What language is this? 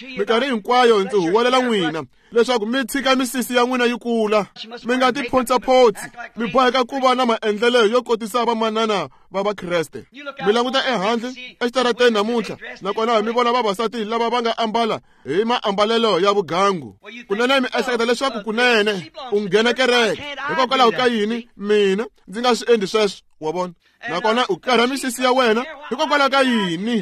Tsonga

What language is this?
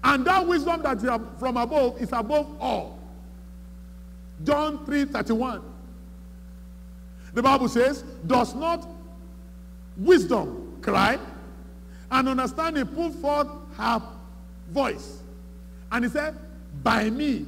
English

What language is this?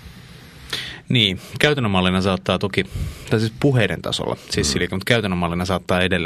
Finnish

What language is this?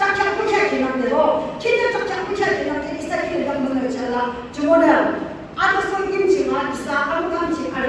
Yimchungru Naga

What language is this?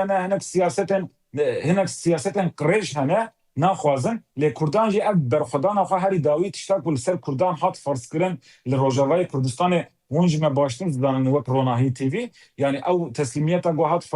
Kurdish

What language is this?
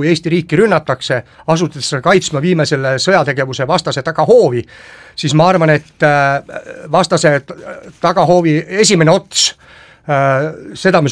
Estonian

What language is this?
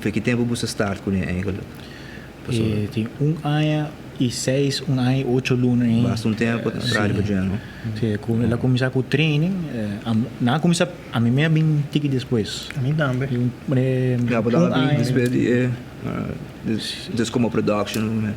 Papiamento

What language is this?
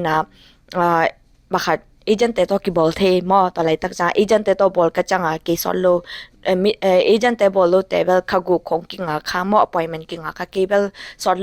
Tedim Chin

